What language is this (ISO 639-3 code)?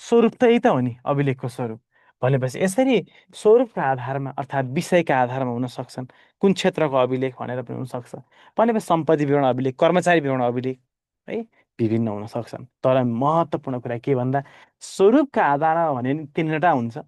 nep